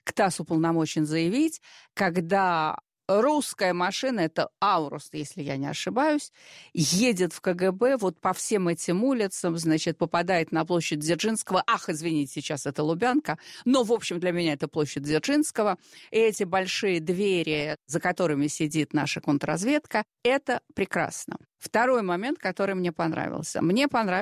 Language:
Russian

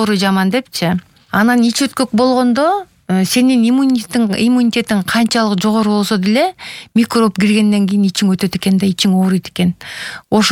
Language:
Kyrgyz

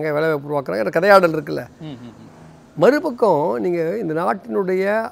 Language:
Tamil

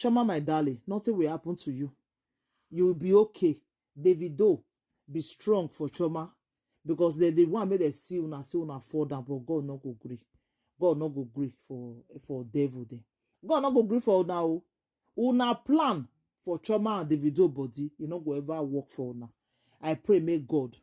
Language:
Nigerian Pidgin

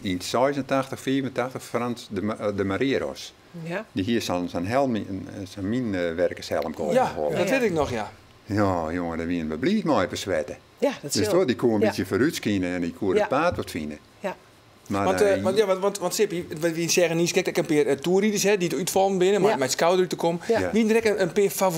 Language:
Western Frisian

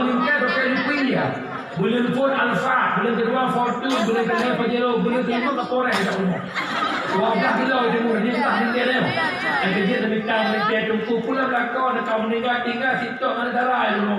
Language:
Achinese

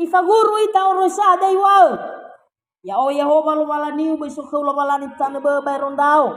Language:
Nias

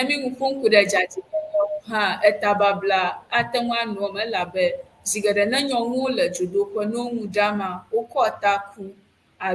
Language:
Ewe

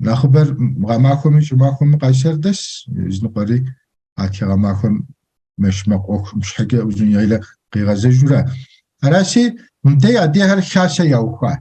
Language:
Kabardian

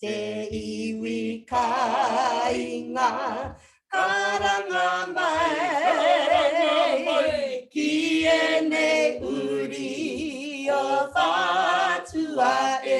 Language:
Māori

